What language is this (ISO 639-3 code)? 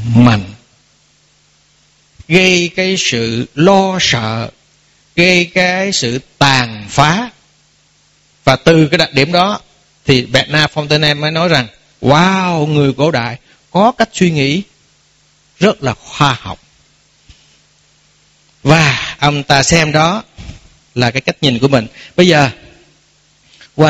vie